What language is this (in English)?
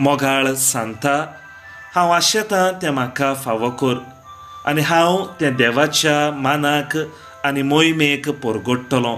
Konkani